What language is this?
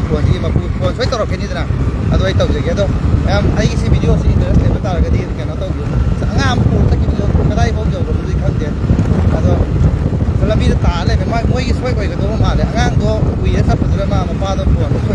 Manipuri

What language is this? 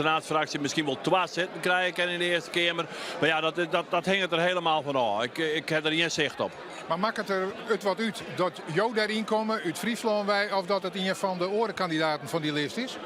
Western Frisian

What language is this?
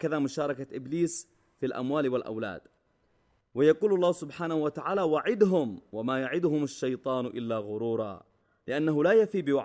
Arabic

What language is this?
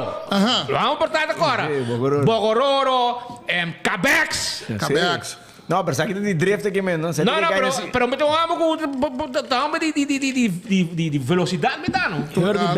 Papiamento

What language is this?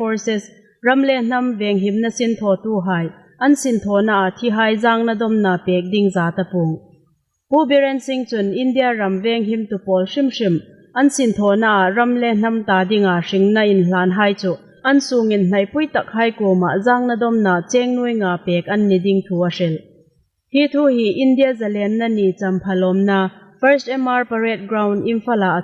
Hmar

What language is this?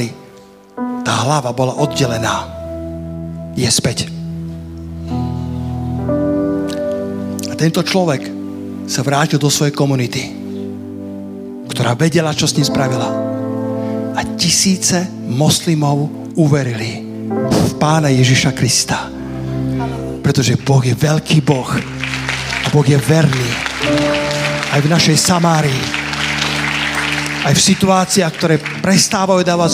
Slovak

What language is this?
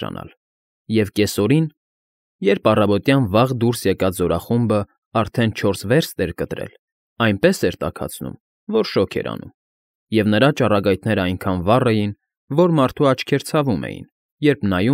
Armenian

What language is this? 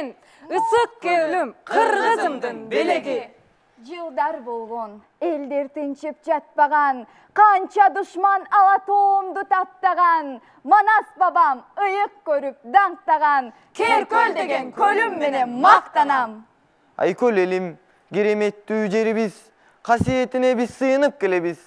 Kyrgyz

